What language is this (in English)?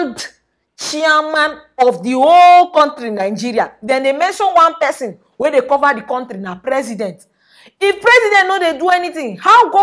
Nigerian Pidgin